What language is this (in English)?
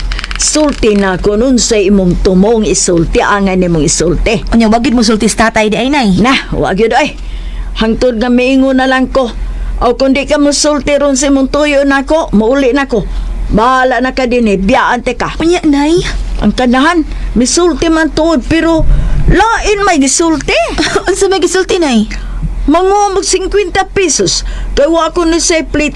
Cebuano